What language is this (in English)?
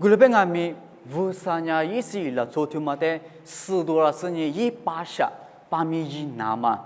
Lisu